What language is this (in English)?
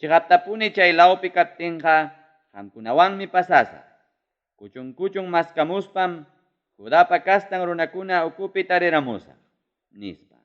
Ayacucho Quechua